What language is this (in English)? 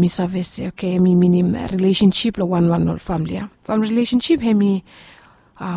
Bislama